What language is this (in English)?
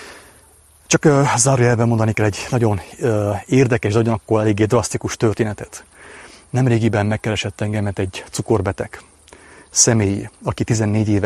Hungarian